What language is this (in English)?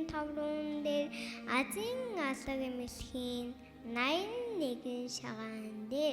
Mongolian